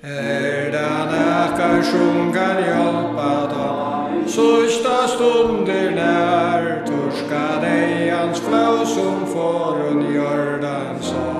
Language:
Faroese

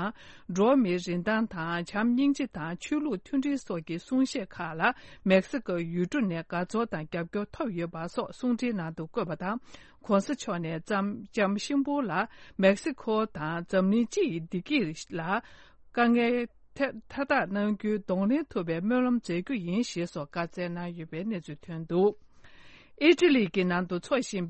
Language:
Tibetan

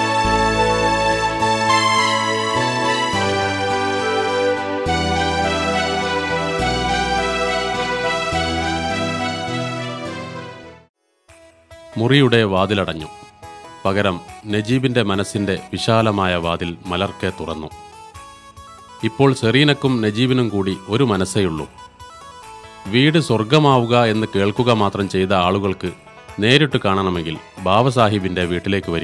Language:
Malayalam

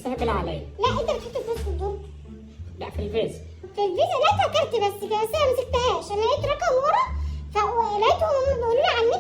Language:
Egyptian Arabic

